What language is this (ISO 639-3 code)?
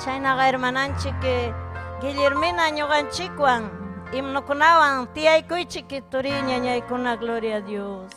quy